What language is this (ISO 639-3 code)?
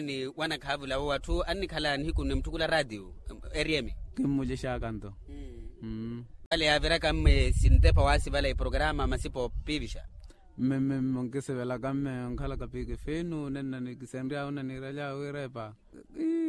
vmw